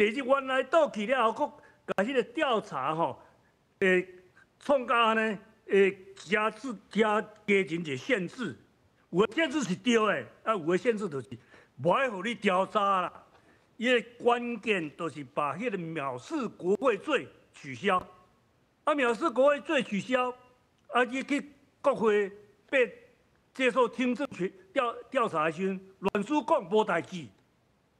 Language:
Min Nan Chinese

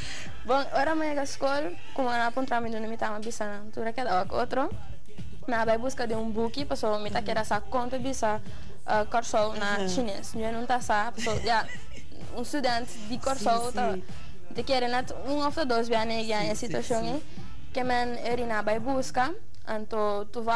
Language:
Papiamento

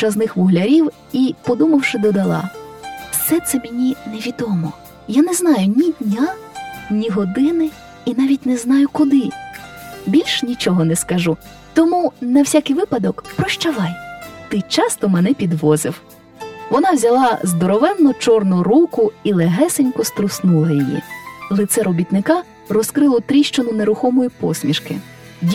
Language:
Ukrainian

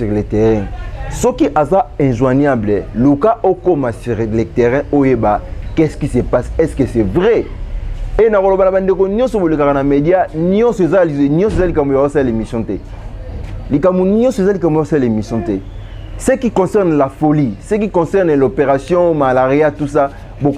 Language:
Lingala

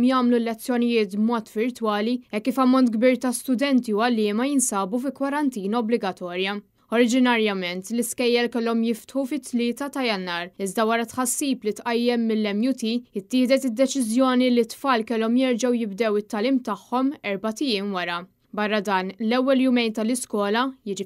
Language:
Maltese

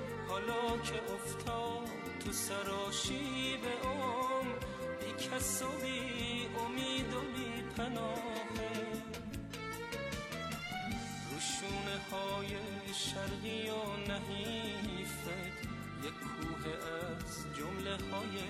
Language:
Persian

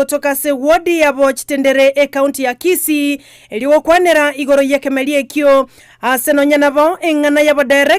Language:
Gusii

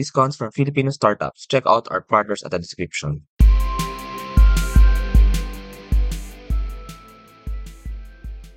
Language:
Filipino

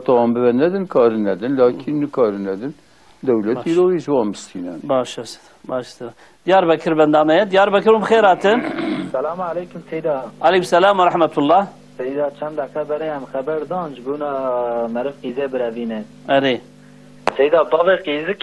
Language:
Kurdish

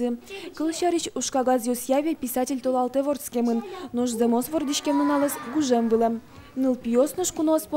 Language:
Udmurt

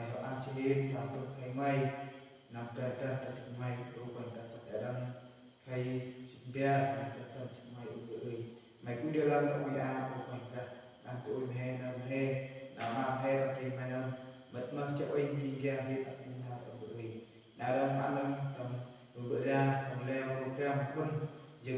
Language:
Central Mnong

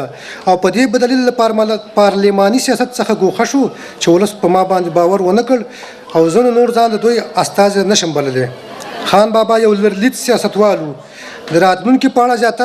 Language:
Pashto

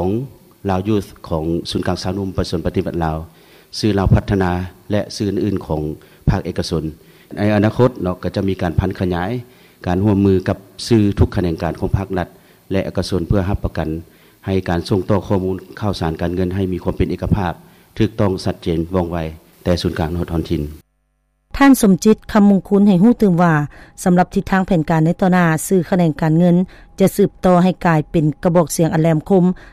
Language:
Lao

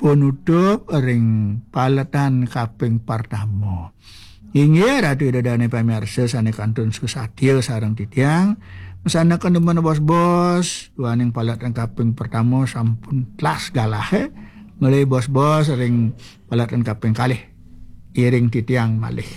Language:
Balinese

